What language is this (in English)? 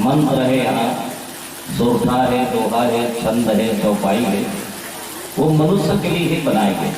Chhattisgarhi